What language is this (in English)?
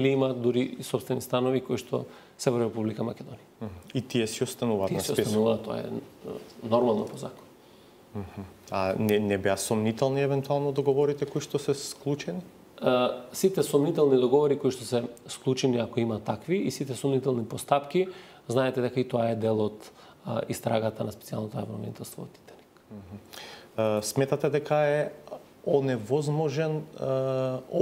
Macedonian